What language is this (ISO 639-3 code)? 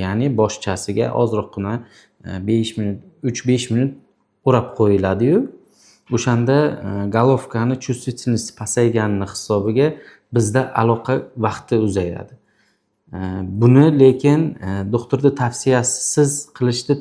uzb